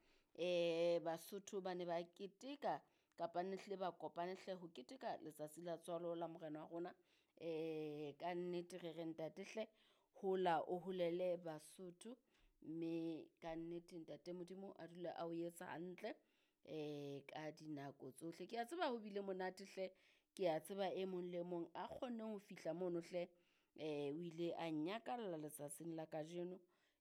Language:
Southern Sotho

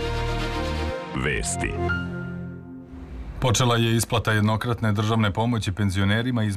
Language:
Serbian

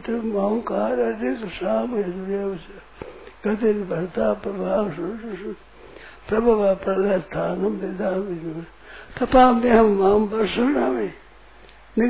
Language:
Hindi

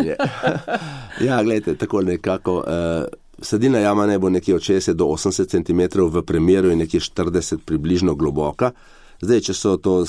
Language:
Slovenian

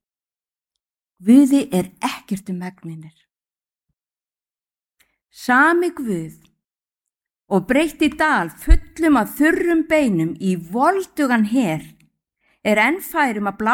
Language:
Icelandic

